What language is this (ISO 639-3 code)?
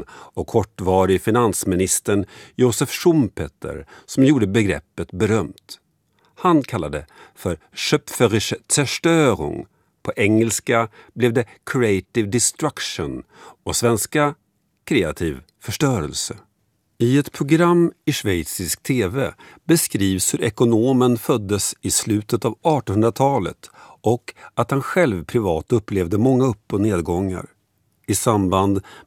swe